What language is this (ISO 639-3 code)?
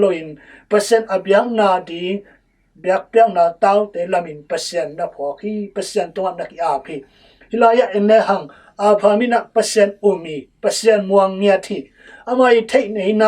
ctd